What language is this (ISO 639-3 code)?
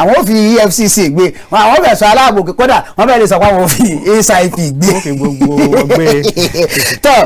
yor